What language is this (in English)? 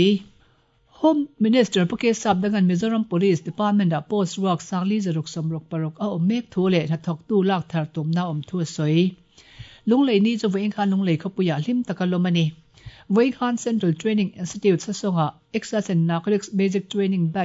Mizo